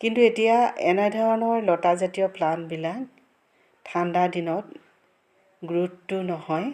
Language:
Assamese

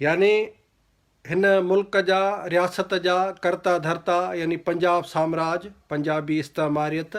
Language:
Sindhi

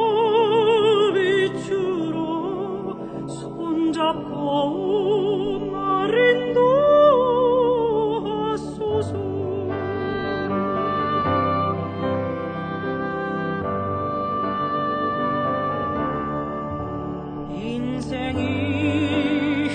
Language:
Korean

